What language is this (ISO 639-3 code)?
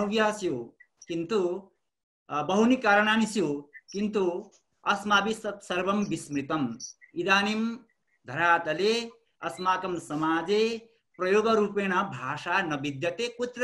san